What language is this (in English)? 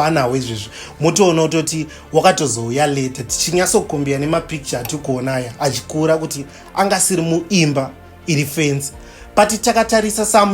Shona